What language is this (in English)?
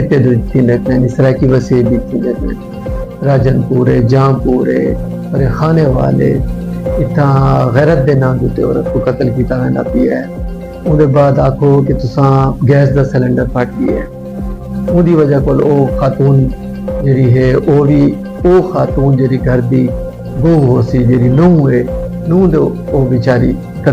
Saraiki